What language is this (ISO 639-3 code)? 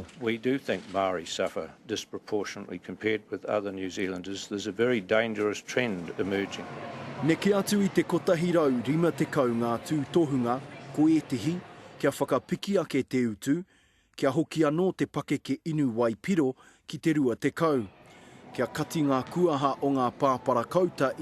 mri